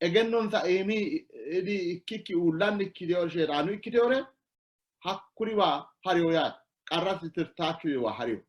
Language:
Sidamo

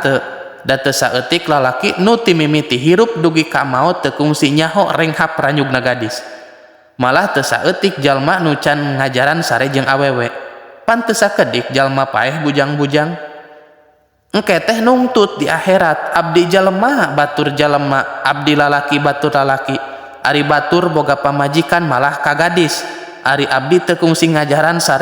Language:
Sundanese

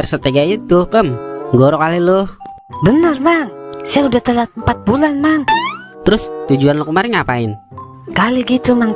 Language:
Betawi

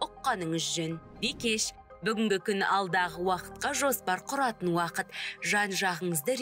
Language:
Kazakh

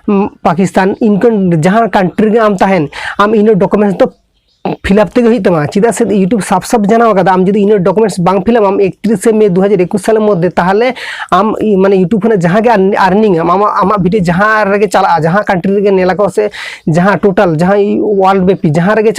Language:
Santali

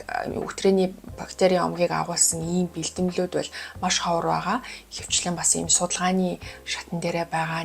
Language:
Mongolian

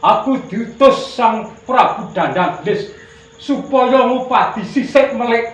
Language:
Javanese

